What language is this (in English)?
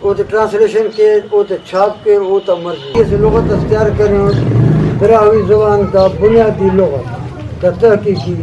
Brahui